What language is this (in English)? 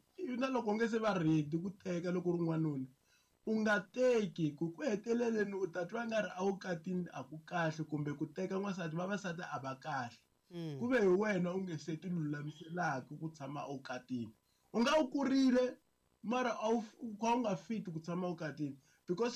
Tsonga